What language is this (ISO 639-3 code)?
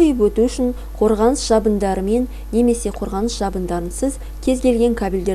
kaz